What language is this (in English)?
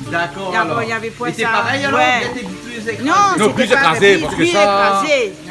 Réunion Creole French